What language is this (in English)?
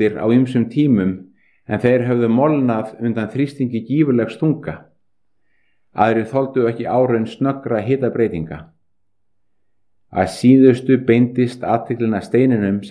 Icelandic